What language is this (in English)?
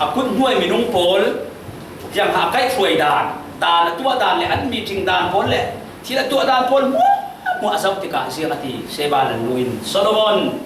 Falam Chin